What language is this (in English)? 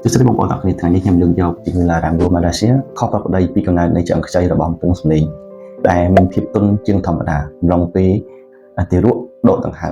Khmer